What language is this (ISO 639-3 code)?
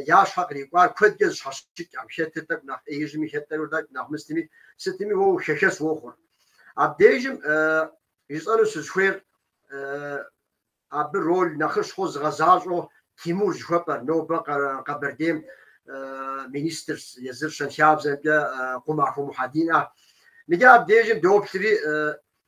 kbd